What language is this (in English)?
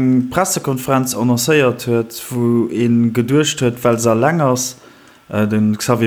Luxembourgish